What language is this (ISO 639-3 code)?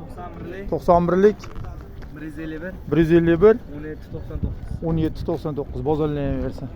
uzb